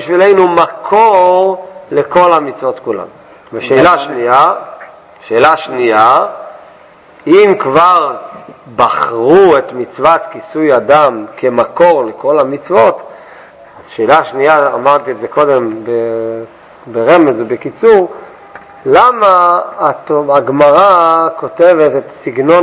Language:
Hebrew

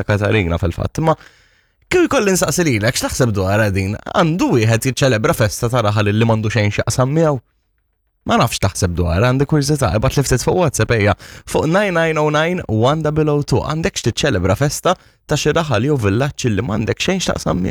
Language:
Maltese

